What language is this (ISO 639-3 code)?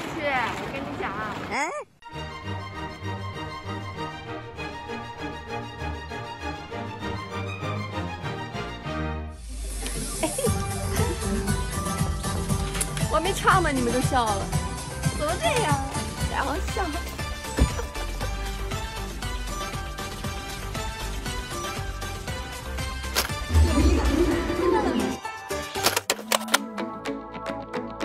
zho